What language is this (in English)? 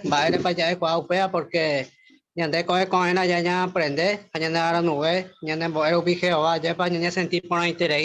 Guarani